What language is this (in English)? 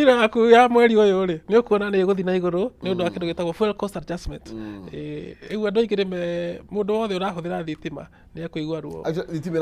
Kikuyu